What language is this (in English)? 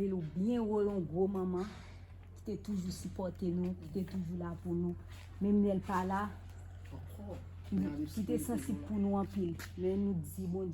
Haitian Creole